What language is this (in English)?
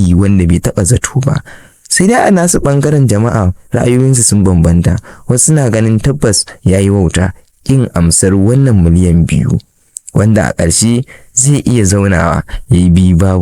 Hausa